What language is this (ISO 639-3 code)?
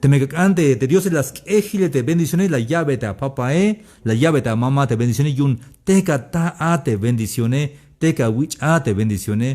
tzh